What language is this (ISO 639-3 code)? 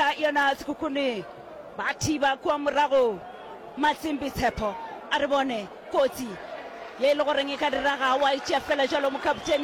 nso